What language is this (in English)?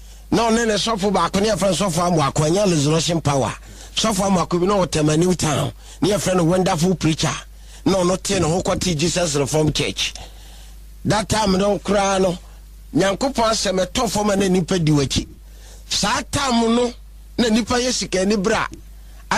Akan